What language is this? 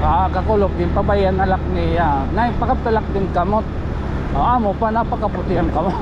Waray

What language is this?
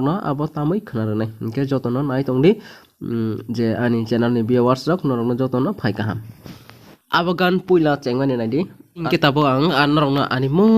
Kok Borok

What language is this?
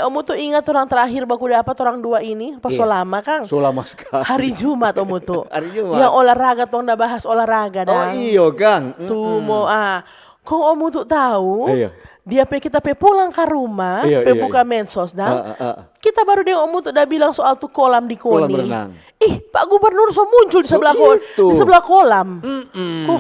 Manado Malay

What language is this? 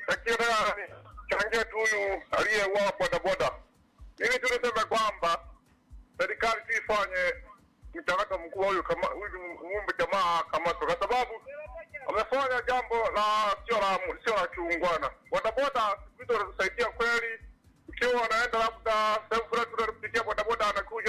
Swahili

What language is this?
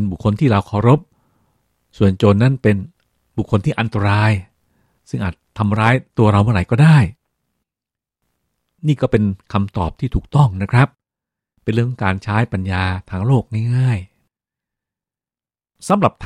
Thai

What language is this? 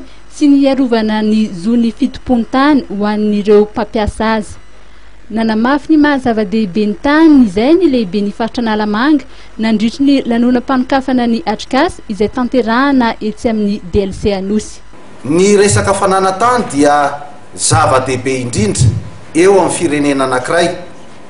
Malagasy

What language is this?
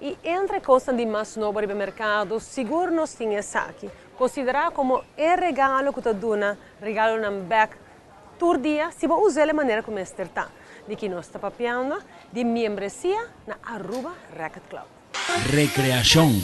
Papiamento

